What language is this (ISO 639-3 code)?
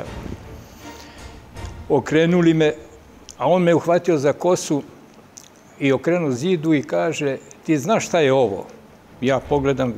srp